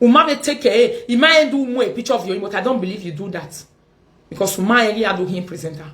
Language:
Nigerian Pidgin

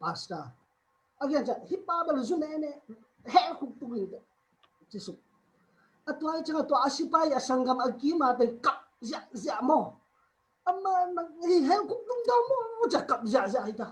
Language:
Tedim Chin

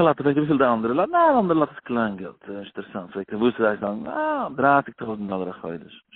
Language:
Yiddish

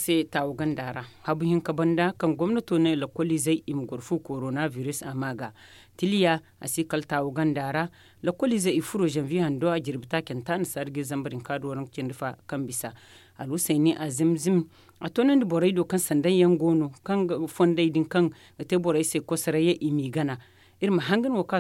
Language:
Zarma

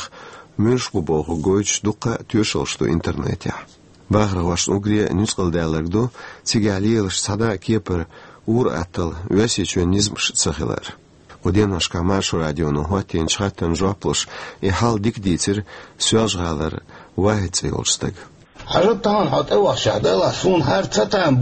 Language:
Chechen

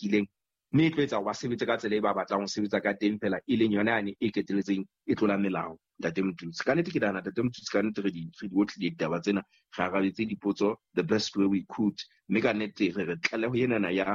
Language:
Southern Sotho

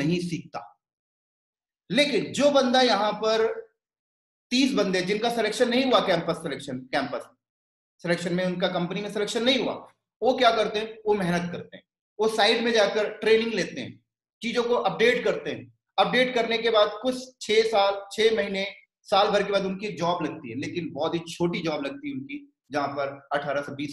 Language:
Hindi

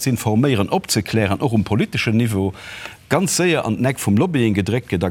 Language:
Luxembourgish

